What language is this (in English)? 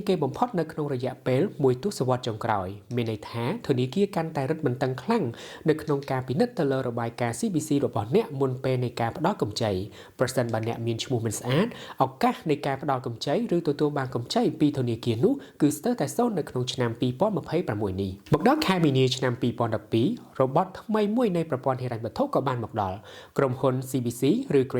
Khmer